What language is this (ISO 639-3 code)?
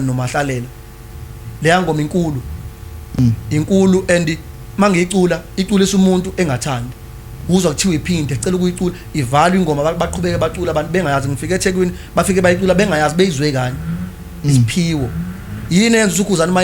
zul